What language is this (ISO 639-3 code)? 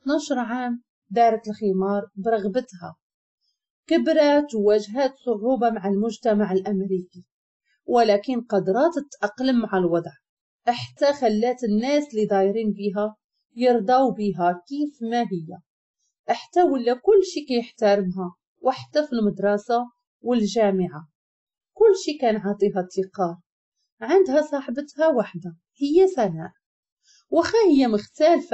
ary